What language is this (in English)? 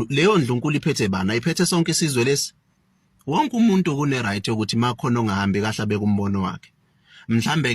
Zulu